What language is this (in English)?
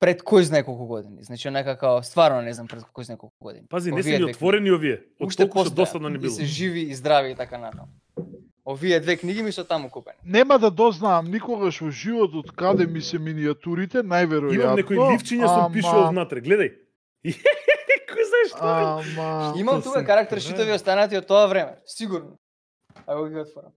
Macedonian